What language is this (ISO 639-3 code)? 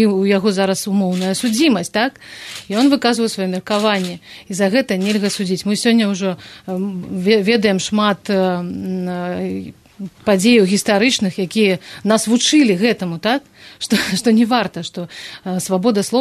bel